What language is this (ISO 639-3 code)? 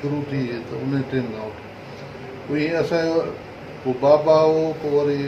snd